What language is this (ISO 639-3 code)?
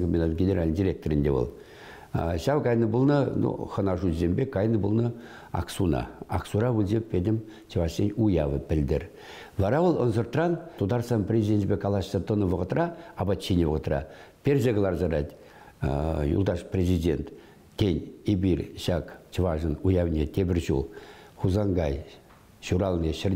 chv